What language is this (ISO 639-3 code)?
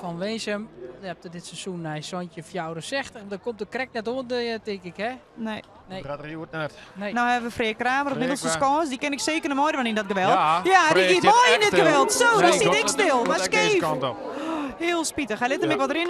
fry